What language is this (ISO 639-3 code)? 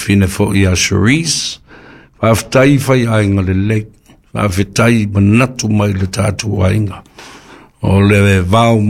smo